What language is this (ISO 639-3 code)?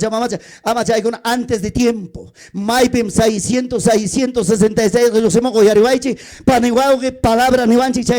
quy